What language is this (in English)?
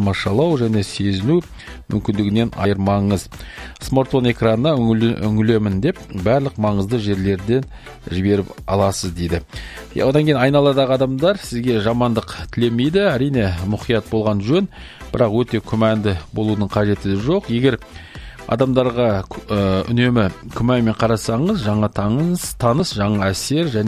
Kazakh